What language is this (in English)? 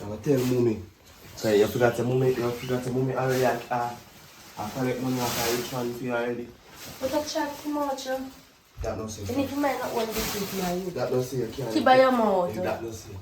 Jamaican Creole English